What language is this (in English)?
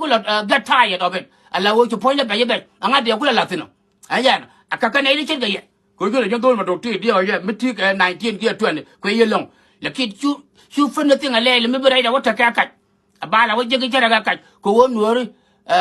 Nuer